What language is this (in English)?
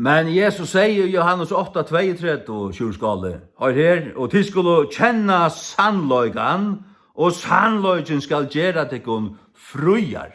Faroese